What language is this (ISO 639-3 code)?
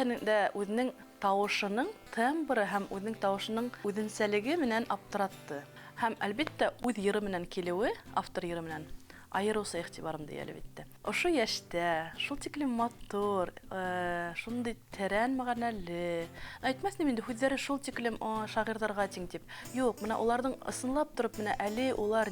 bak